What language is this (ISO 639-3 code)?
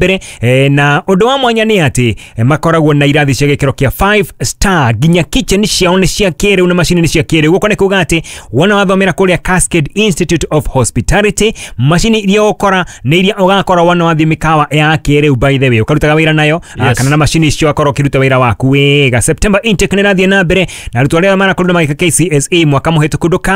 kik